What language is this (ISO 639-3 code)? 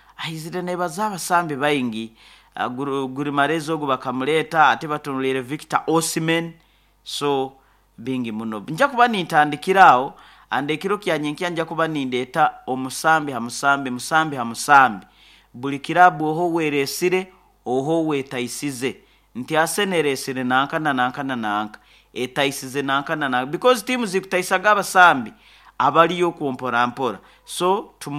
nyo